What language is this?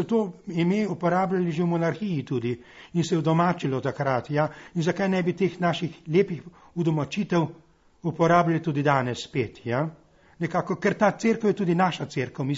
Slovenian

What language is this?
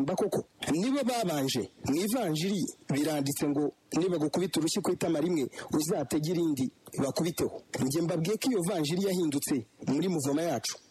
Kinyarwanda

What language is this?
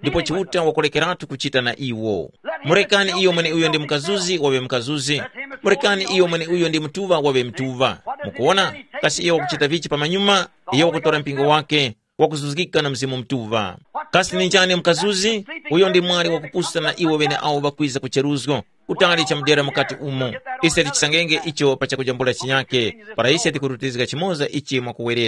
Tumbuka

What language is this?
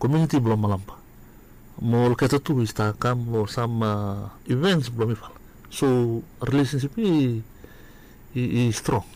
Bislama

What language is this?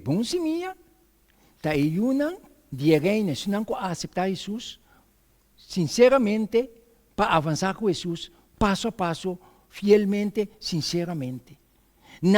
Papiamento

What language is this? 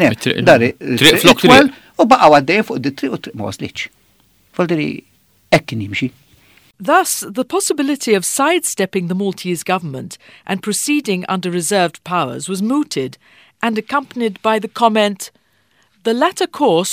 Maltese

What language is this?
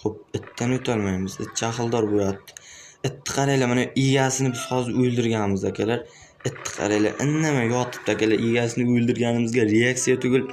Uzbek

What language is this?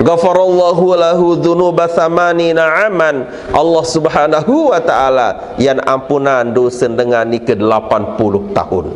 Sasak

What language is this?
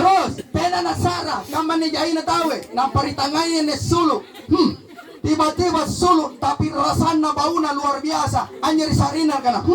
Makasar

